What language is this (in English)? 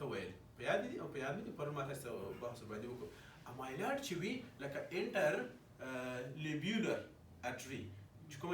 Pashto